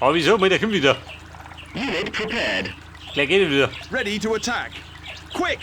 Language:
Bavarian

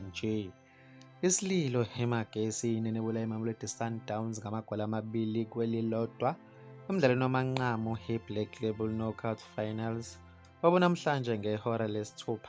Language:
Zulu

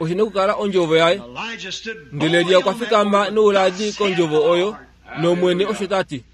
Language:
Kuanyama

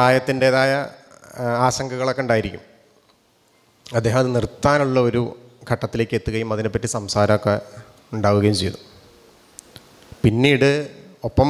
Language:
Malayalam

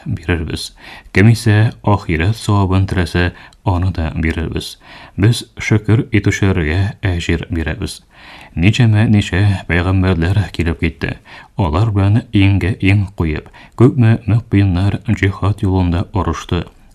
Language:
Tatar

